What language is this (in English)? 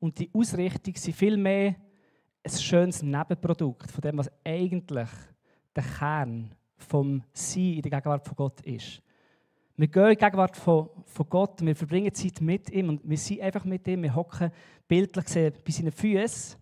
Swiss German